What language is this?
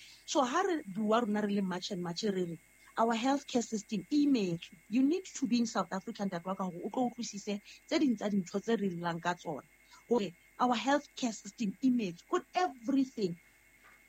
Southern Sotho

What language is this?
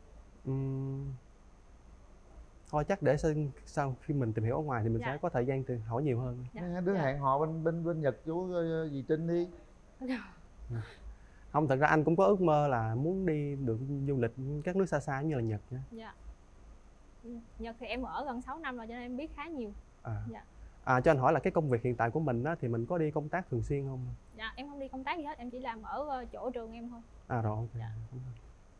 Vietnamese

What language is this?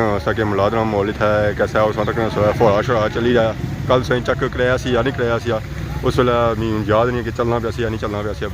Pahari-Potwari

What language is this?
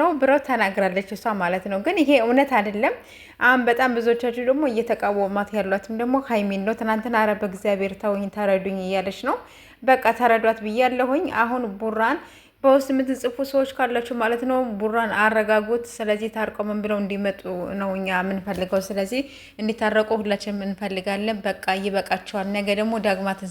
Amharic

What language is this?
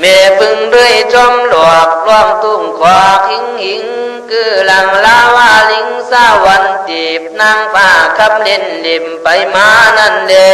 Khün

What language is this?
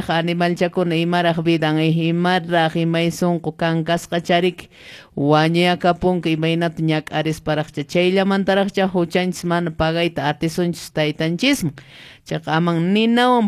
Quechua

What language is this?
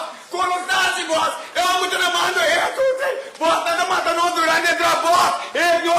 Papiamento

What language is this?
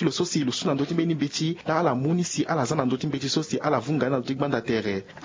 Sango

